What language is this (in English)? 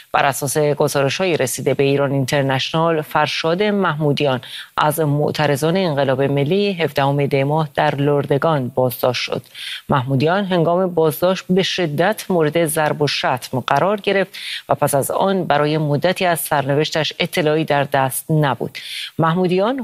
Persian